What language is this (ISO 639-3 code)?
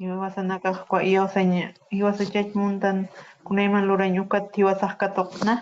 aym